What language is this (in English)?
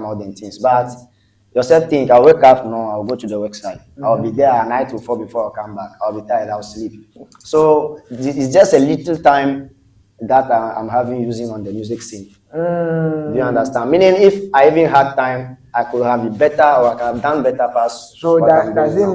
Ewe